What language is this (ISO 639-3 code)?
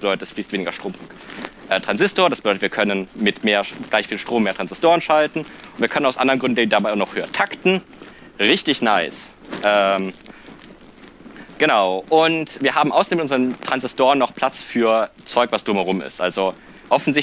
deu